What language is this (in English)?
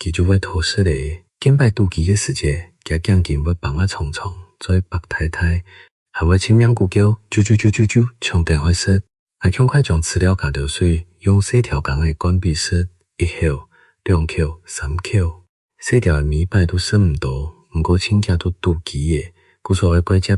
Hakka Chinese